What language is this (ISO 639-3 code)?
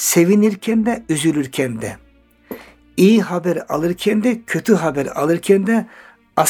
tur